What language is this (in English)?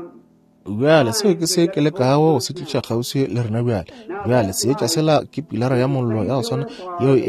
Northern Sotho